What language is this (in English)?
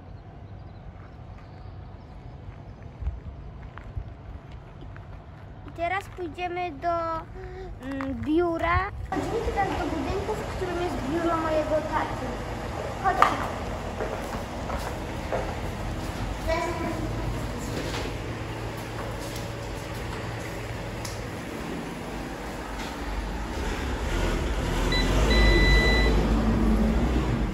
Polish